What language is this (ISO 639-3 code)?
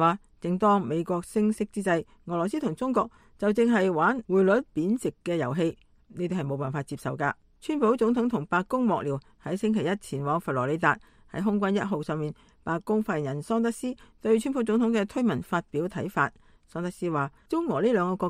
yue